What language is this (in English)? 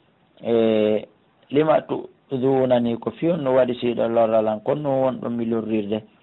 Pular